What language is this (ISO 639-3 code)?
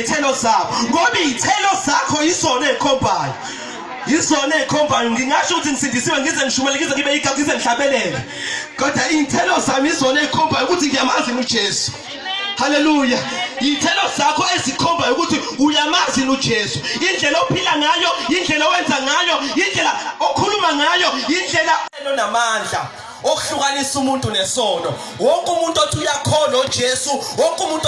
zul